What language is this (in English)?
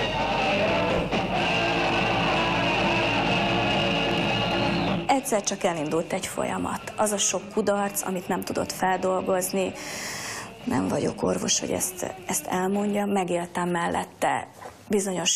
Hungarian